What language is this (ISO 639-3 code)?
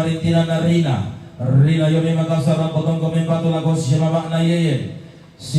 sda